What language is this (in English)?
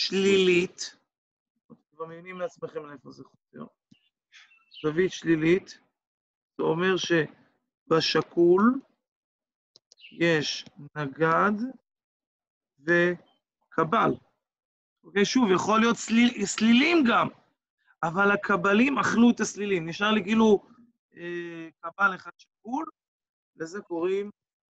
Hebrew